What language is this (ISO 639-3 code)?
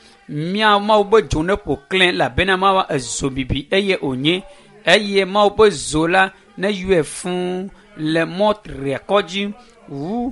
ewe